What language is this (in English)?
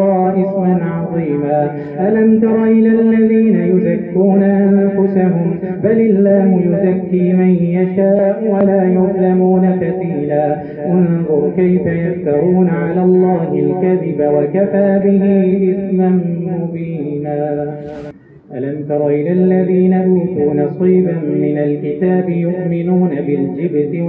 Arabic